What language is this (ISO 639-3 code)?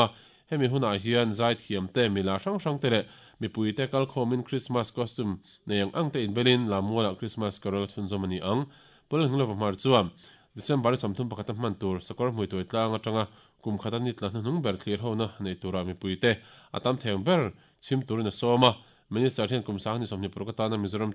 lus